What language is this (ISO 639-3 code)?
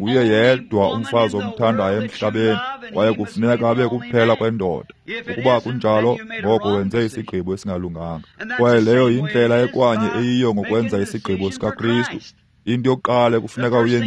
xho